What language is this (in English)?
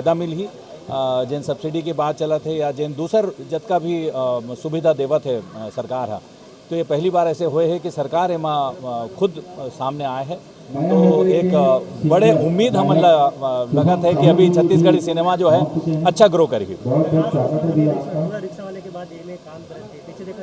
Chhattisgarhi